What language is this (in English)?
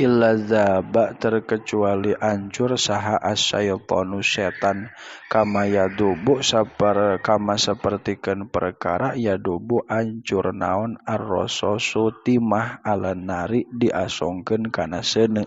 Sundanese